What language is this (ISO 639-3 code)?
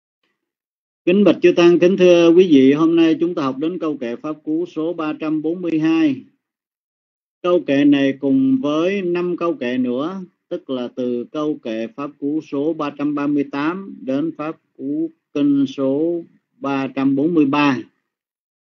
vie